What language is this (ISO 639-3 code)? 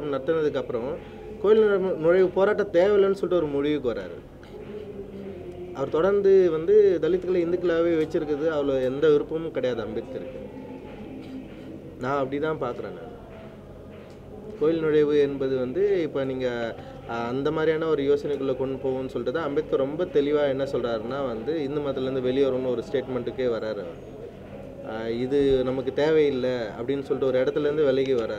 tam